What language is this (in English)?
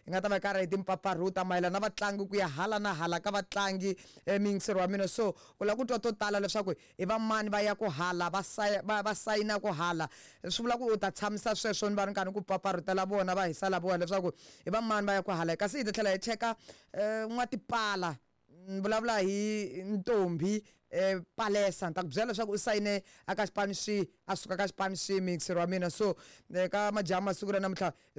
Tsonga